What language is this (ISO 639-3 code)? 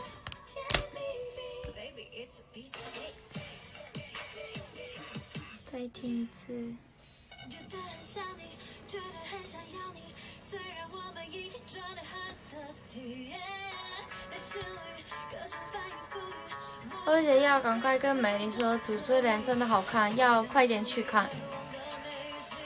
zho